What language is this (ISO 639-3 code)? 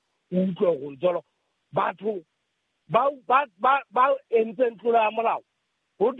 sot